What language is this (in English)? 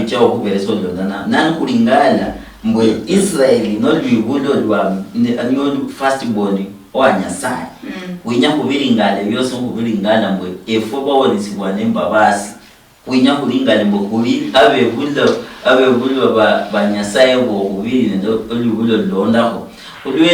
Luyia